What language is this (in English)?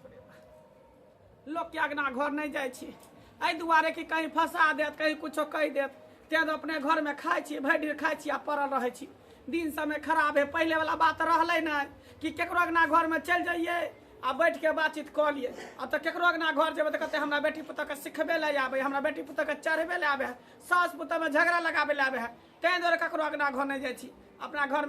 Maithili